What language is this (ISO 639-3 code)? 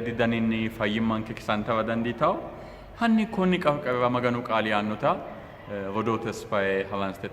sid